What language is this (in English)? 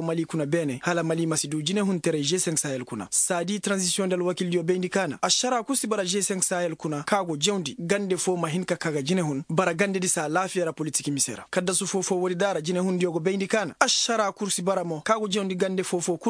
Koyraboro Senni